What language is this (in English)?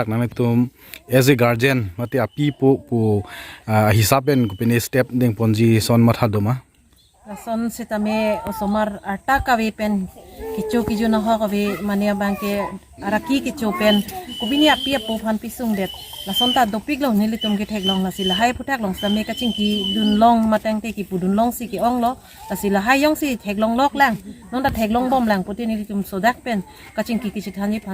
Karbi